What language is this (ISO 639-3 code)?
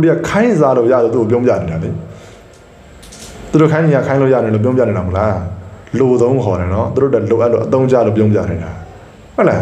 mya